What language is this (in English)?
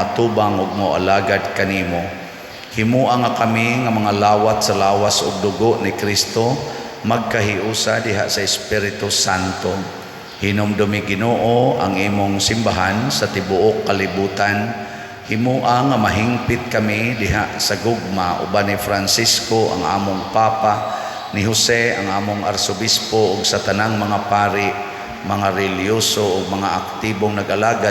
Cebuano